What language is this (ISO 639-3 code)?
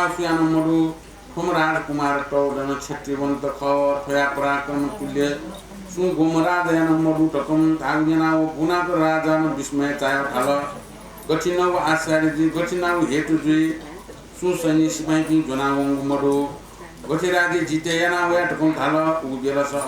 new